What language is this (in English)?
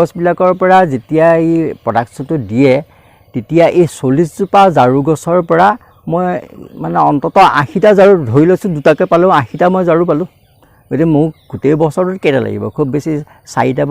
Assamese